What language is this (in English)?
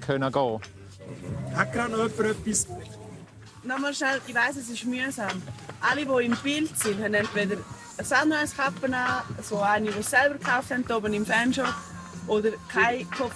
Romansh